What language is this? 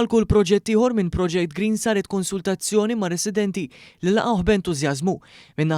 Maltese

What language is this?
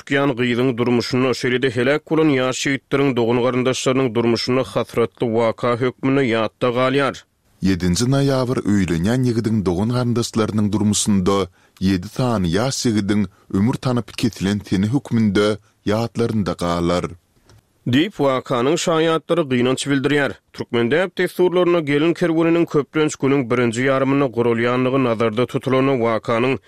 Turkmen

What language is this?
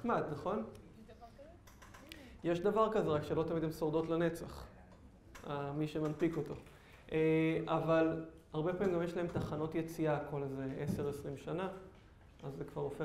Hebrew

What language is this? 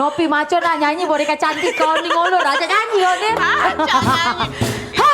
Musi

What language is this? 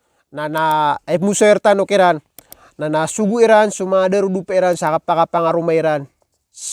Maranao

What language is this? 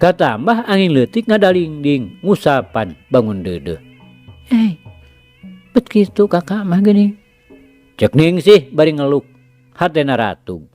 Sundanese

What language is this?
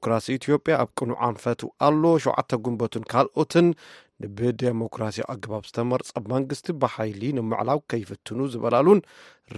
Tigrinya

